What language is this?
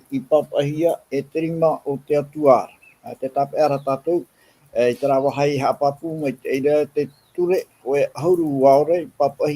Tahitian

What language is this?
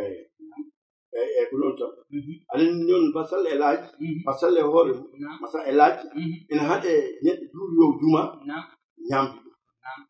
Fula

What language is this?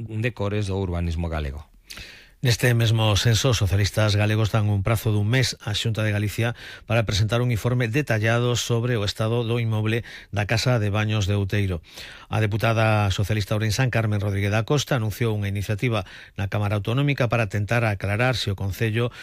Galician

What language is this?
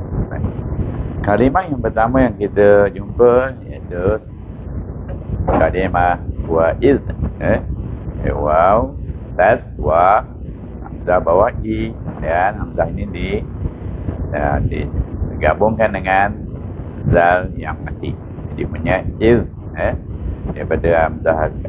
Malay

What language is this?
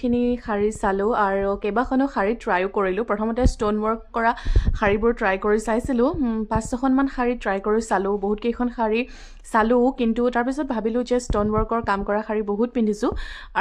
Assamese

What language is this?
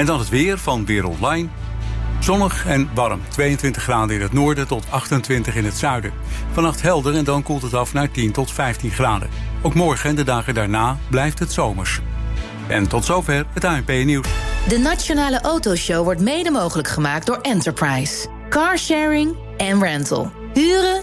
Dutch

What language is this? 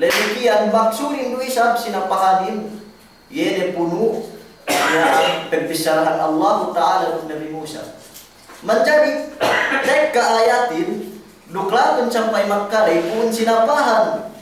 Yakan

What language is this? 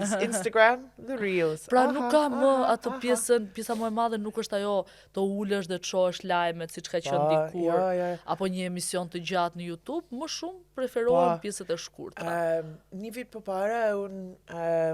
Albanian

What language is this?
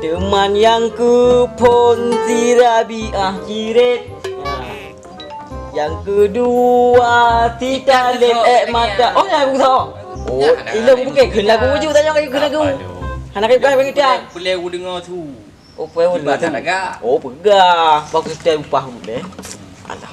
Achinese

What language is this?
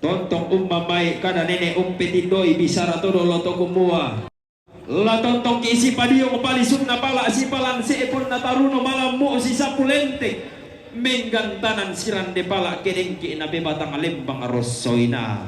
Toraja-Sa'dan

